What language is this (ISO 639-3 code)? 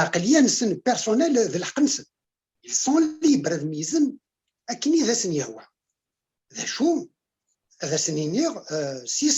kab